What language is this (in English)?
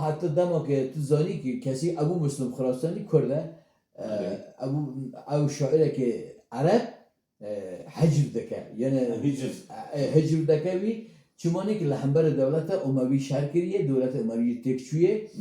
Kurdish